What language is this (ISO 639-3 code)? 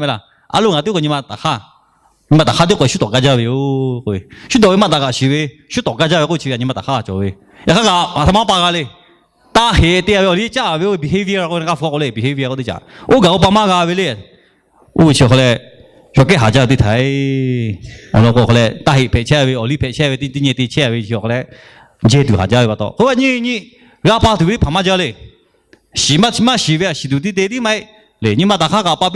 lhu